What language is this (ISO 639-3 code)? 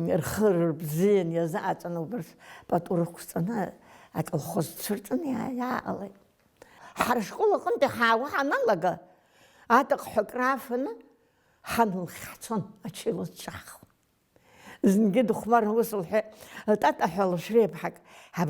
abk